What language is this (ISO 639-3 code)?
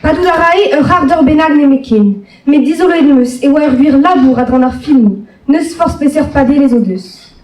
bre